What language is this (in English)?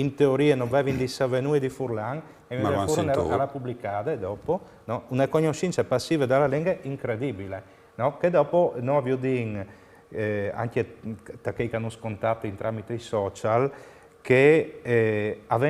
Friulian